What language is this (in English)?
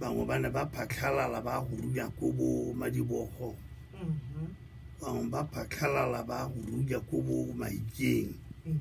Tswana